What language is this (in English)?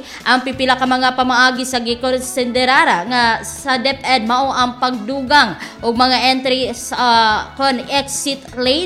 Cebuano